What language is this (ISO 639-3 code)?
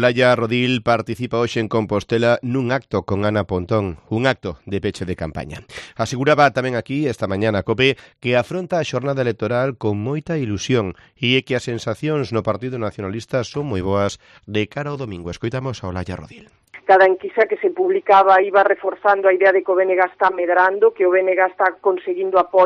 glg